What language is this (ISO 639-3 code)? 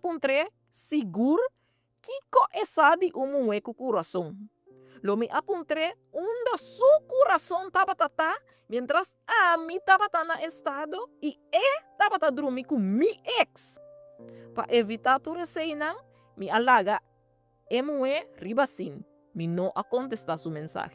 pap